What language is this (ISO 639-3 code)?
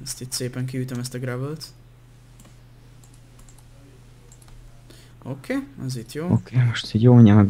hun